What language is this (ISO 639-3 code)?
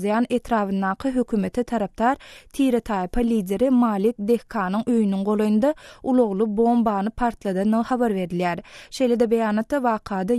tuk